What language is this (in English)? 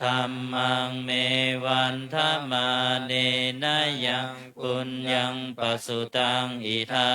Pali